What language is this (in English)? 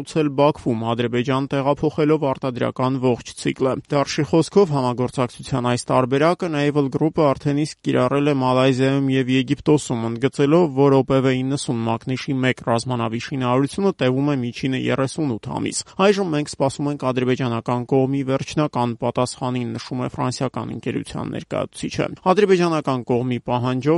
Armenian